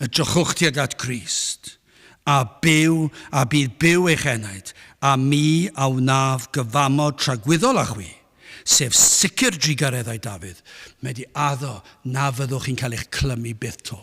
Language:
Welsh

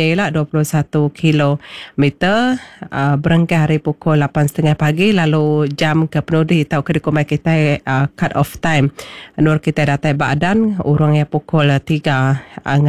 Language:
Iban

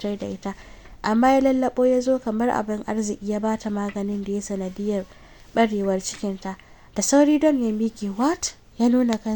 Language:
Hausa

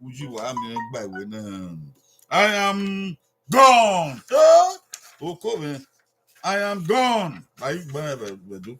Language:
Bini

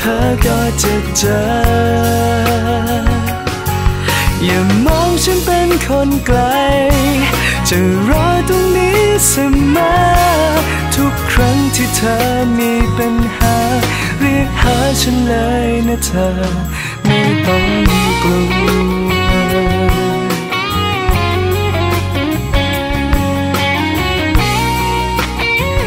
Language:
Thai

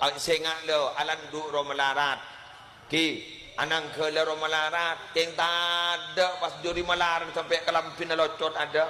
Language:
Madurese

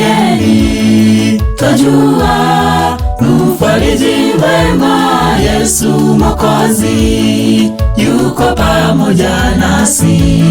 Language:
Gusii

